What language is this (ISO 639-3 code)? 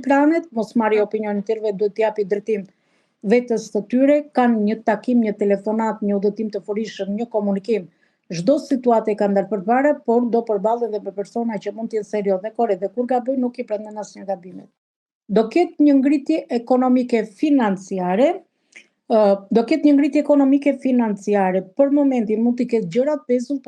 sqi